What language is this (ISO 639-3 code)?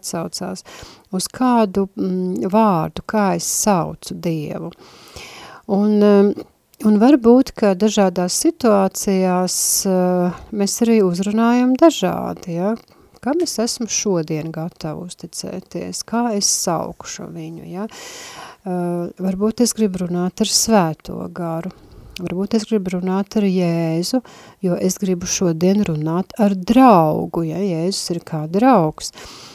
lav